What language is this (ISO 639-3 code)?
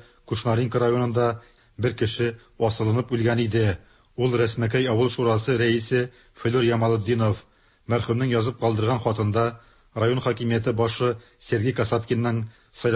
tat